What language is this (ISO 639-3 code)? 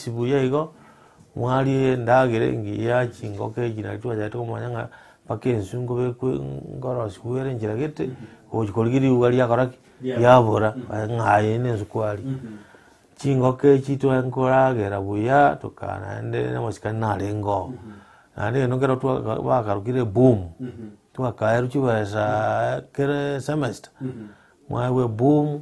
guz